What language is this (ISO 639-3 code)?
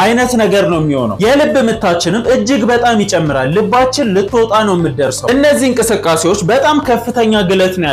amh